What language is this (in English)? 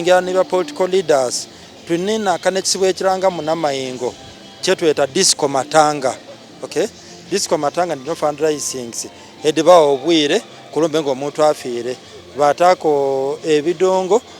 Soga